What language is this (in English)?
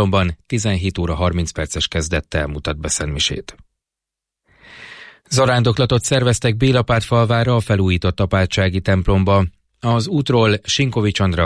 Hungarian